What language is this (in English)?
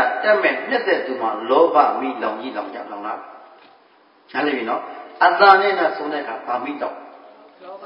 Burmese